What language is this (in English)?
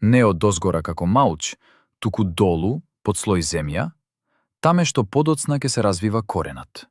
Macedonian